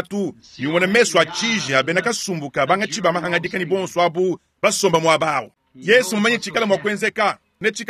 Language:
Luba-Lulua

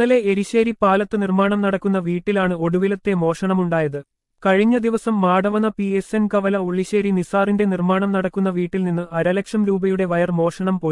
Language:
Malayalam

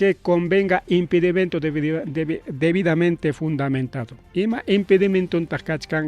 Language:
Ayacucho Quechua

